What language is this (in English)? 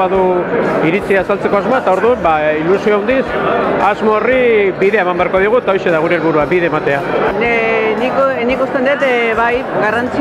Basque